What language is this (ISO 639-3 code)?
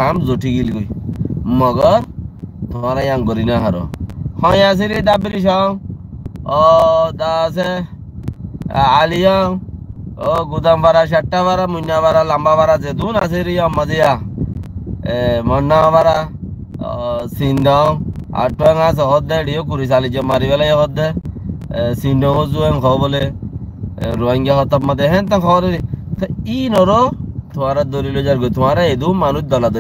rhg